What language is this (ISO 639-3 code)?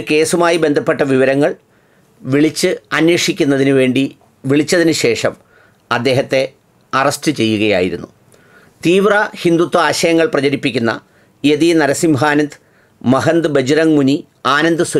mal